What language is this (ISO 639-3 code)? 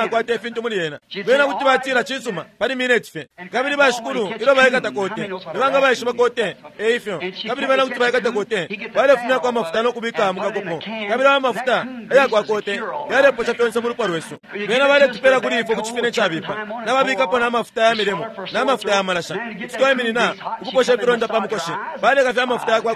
bem